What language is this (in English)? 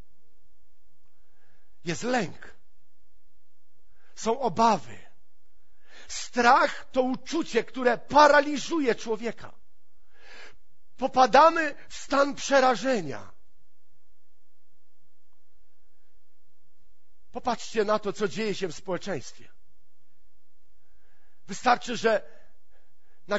Polish